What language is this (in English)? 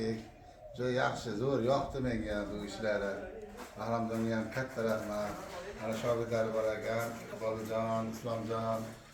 Uzbek